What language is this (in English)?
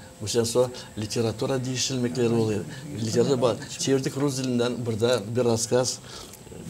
Gagauz